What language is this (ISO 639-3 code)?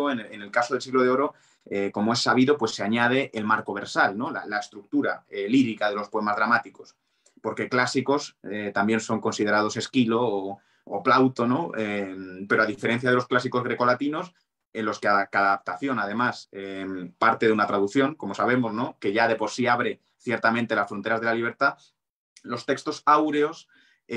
spa